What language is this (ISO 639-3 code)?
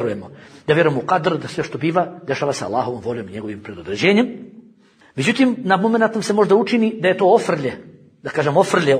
bos